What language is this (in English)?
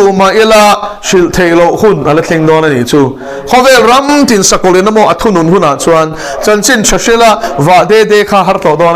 Mizo